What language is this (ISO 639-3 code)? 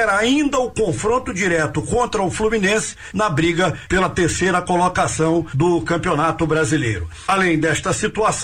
por